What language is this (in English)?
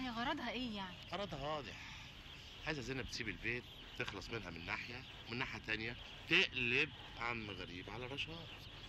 Egyptian Arabic